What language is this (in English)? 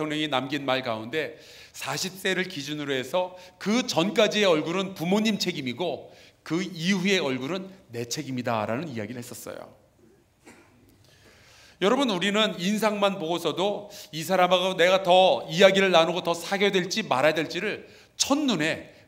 Korean